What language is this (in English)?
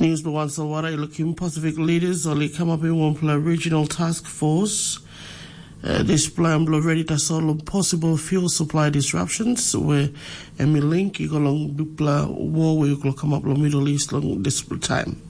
Tok Pisin